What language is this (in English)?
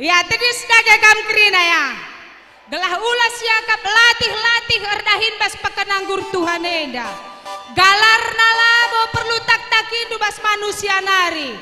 Batak Karo